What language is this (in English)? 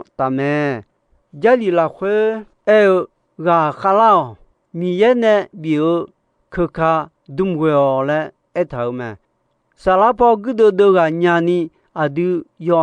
Akha